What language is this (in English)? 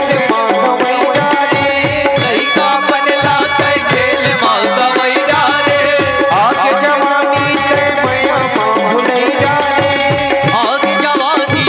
Chhattisgarhi